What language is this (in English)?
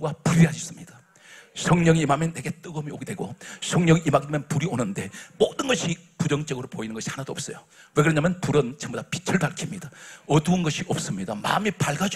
Korean